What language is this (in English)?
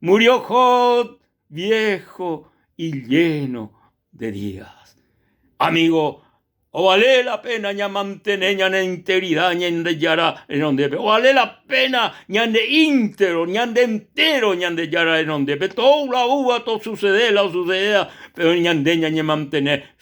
Guarani